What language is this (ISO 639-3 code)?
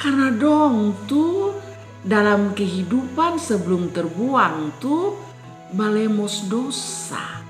mkn